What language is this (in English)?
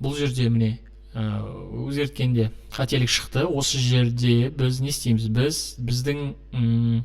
Kazakh